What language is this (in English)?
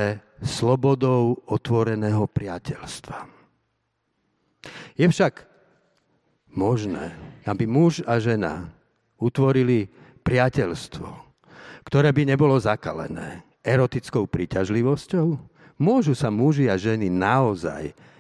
Slovak